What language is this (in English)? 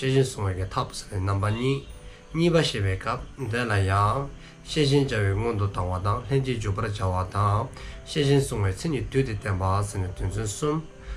Dzongkha